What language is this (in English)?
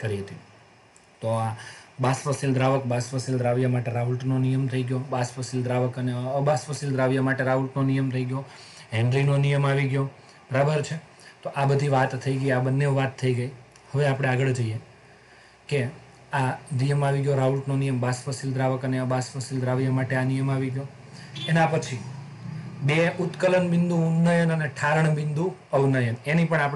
Gujarati